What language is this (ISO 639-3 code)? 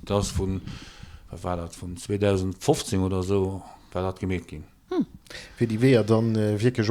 ltz